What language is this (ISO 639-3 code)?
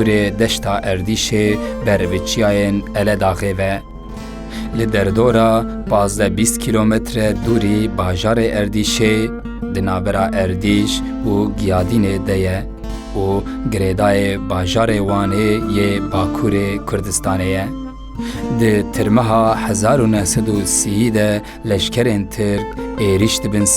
kur